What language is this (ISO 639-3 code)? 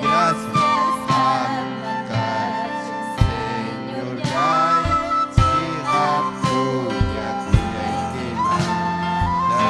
quy